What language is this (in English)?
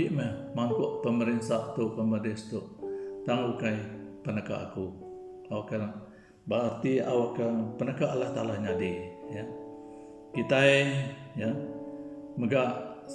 Iban